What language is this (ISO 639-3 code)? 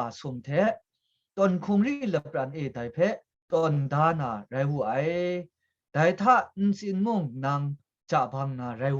kac